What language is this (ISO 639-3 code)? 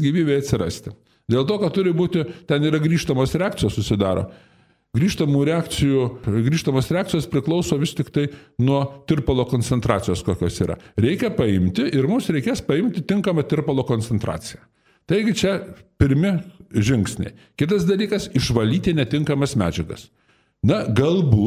lit